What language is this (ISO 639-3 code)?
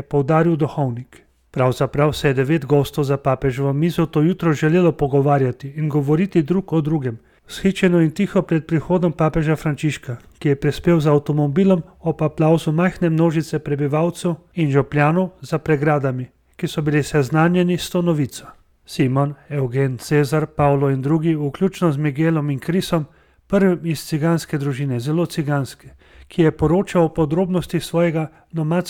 slv